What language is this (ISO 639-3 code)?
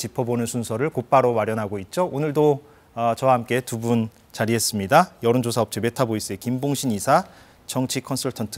kor